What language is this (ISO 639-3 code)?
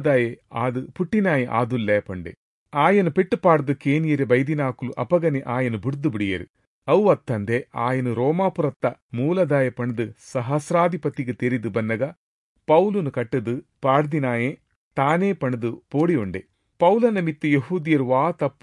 tcy